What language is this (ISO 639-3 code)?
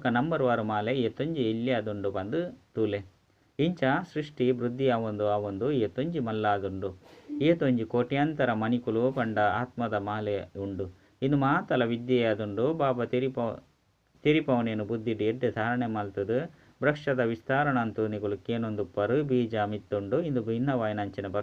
tcy